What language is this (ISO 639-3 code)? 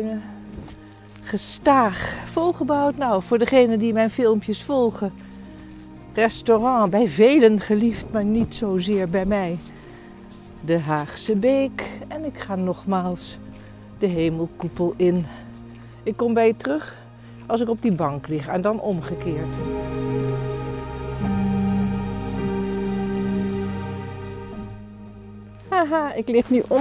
nld